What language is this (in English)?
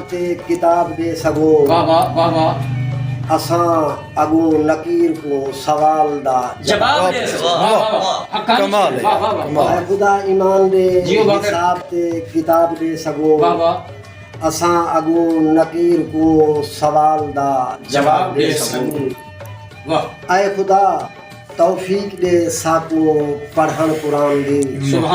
Saraiki